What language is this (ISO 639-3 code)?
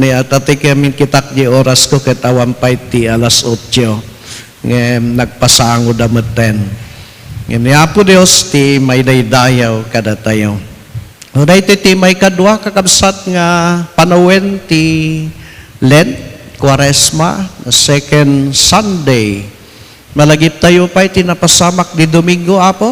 ilo